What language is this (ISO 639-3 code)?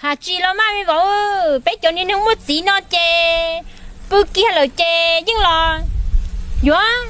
hmn